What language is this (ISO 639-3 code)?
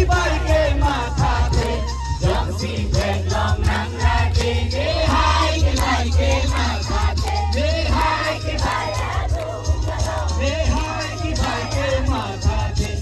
mjw